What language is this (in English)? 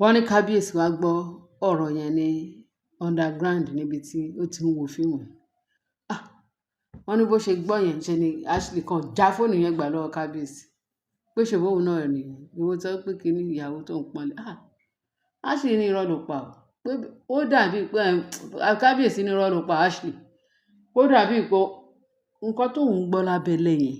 Yoruba